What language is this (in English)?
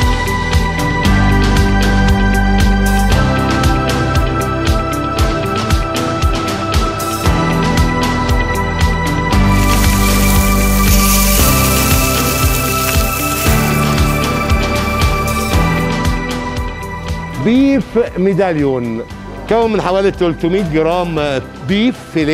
Egyptian Arabic